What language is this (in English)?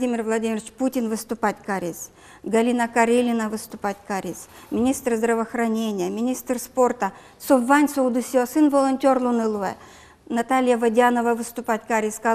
Udmurt